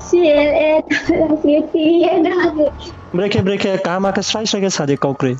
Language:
Riang (India)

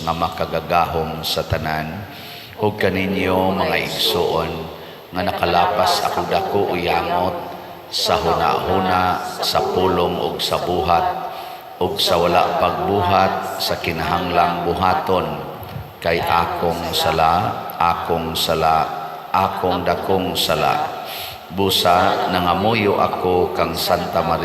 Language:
Cebuano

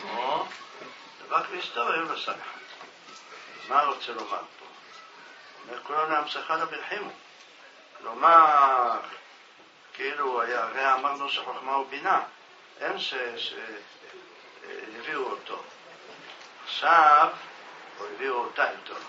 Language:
Hebrew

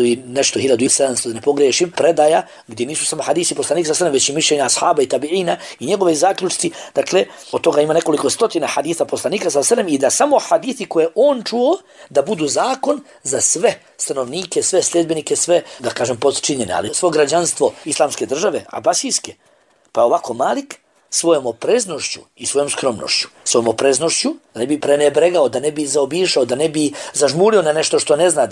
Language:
Bosnian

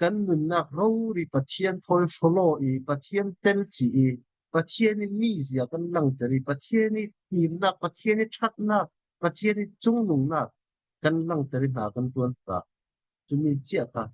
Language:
Falam Chin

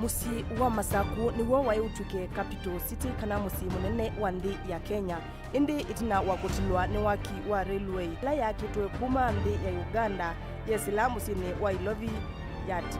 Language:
Kamba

